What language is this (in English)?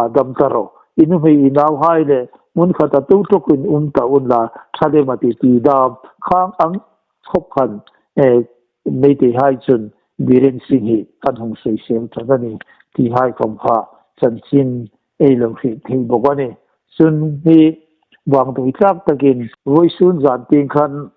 Hmar